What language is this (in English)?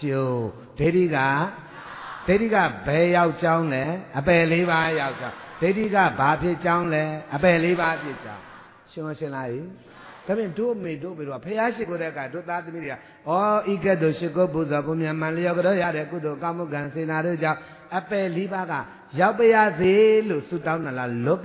Burmese